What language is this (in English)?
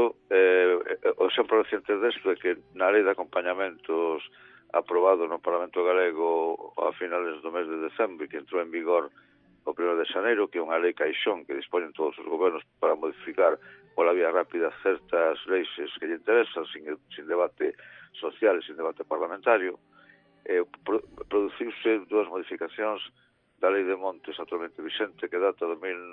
Galician